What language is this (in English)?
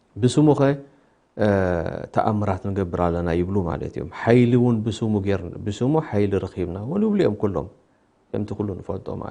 Tigrinya